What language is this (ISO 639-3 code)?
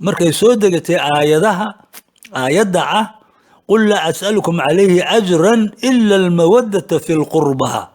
som